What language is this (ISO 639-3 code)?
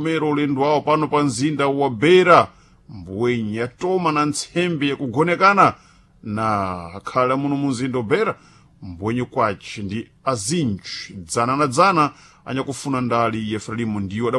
seh